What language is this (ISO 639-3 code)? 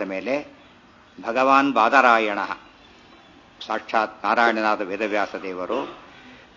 kan